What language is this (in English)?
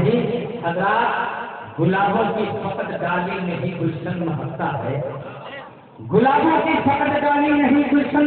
Urdu